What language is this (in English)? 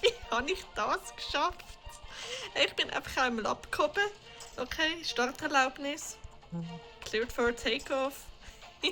Swiss German